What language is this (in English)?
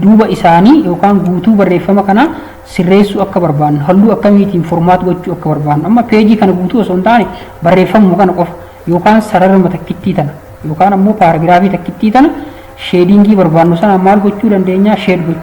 Oromo